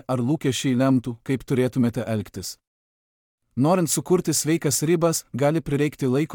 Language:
Lithuanian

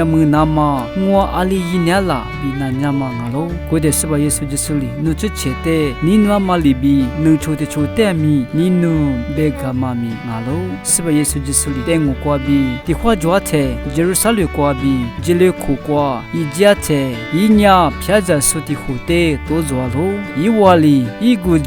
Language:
Lisu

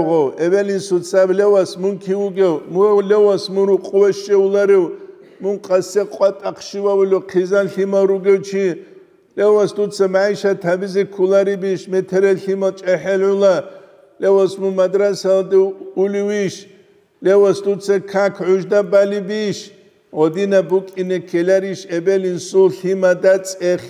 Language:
Avaric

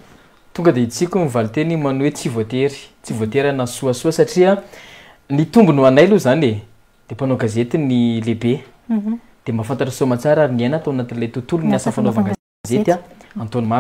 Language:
Malagasy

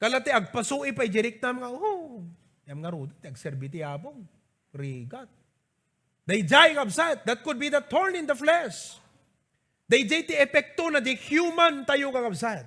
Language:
Iloko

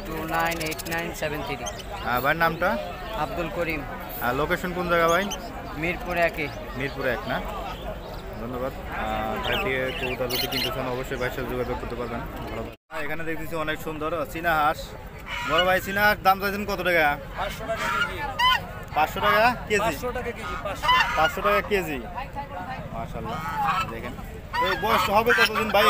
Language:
Bangla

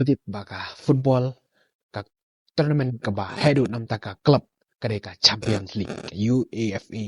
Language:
Khasi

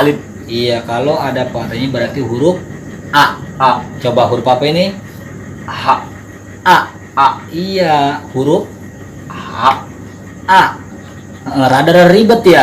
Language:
Betawi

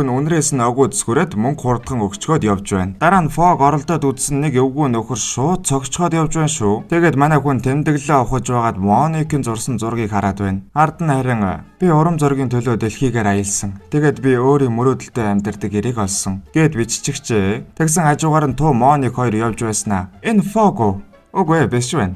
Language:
Mongolian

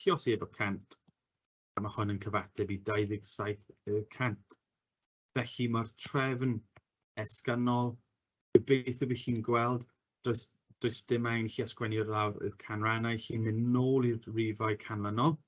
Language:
Welsh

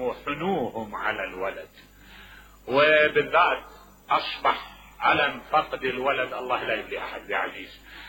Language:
Mesopotamian Arabic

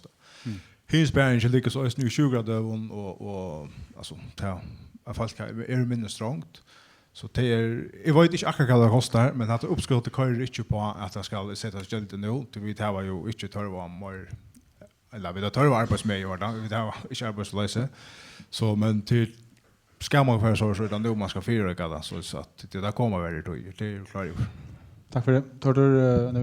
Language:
Faroese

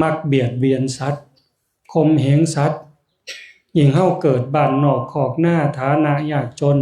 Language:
Northeastern Thai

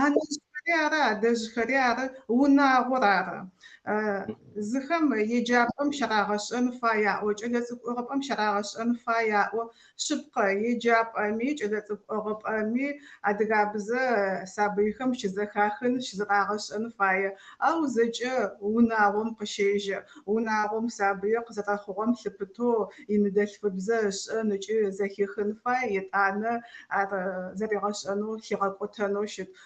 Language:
Adyghe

